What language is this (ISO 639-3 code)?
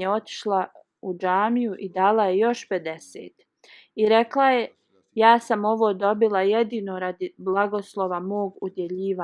bos